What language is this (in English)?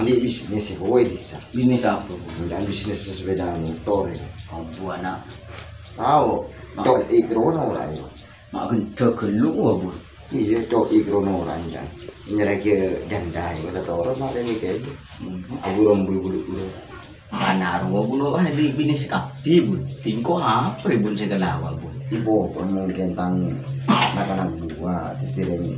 Madurese